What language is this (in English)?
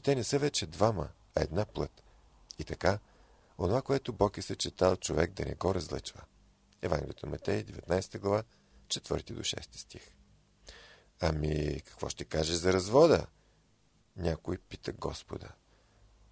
Bulgarian